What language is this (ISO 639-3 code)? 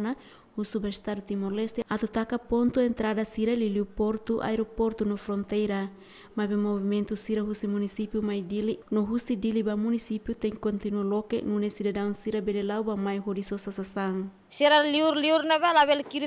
tet